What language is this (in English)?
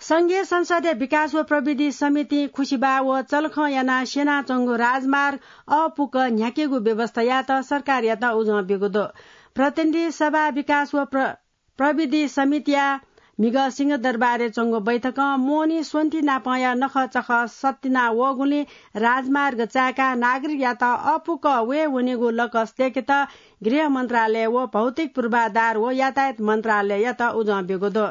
Newari